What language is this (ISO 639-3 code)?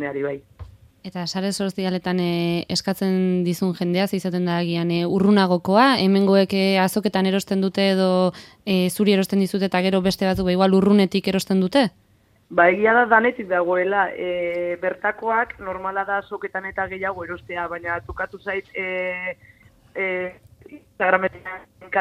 eus